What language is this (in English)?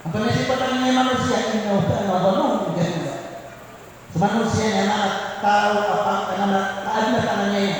Maranao